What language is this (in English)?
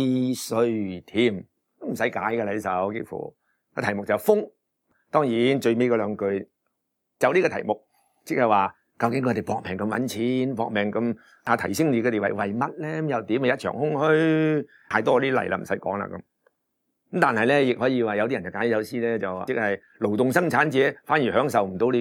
Cantonese